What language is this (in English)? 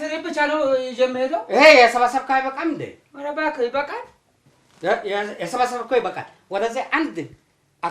Amharic